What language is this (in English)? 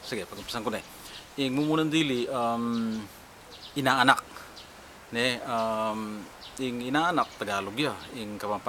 Pampanga